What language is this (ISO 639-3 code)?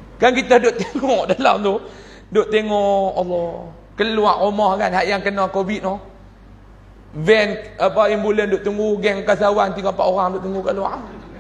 msa